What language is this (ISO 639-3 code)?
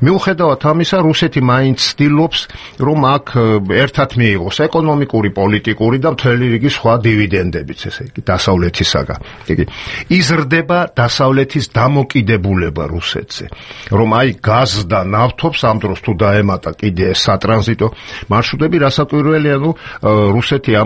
kat